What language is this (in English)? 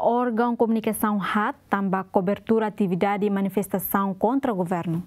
Tetum